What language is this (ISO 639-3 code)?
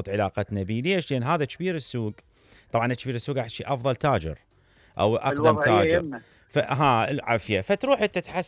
acm